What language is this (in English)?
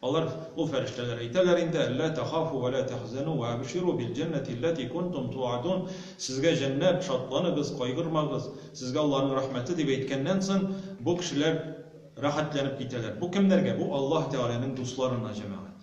Tatar